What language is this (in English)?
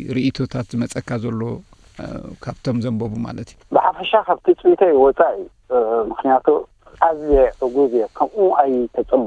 Tigrinya